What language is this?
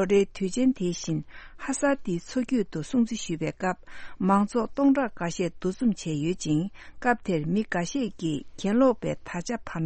Tibetan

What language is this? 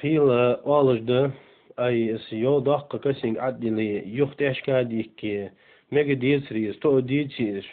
Ingush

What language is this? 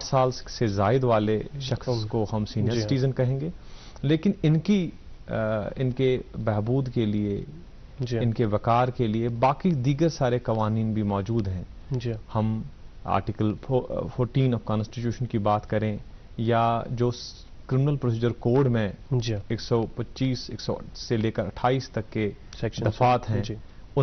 Urdu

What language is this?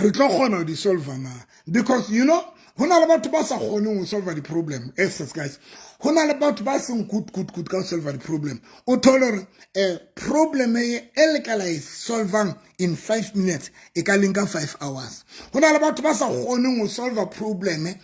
Southern Sotho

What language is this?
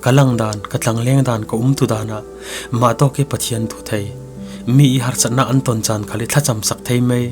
Falam Chin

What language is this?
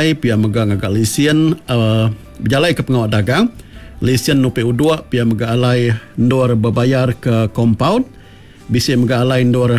Iban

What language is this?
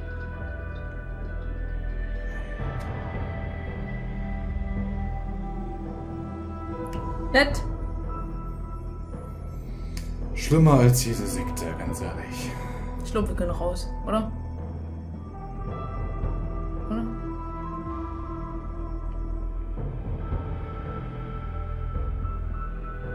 German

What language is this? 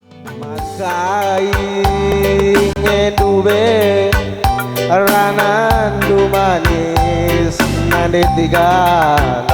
Batak Karo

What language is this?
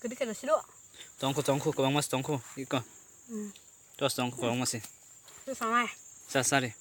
Kok Borok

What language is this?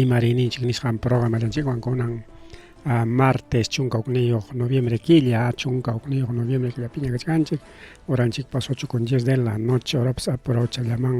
Ayacucho Quechua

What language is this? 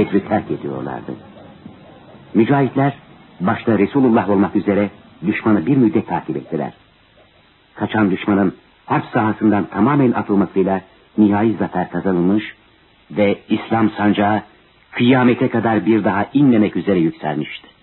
Turkish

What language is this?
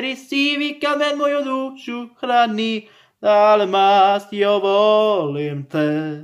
Croatian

